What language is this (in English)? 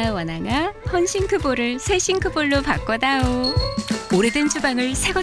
Korean